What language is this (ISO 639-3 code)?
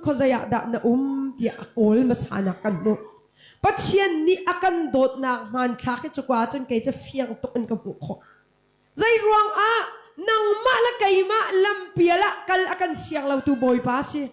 cnh